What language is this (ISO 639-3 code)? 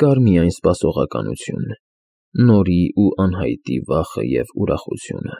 hye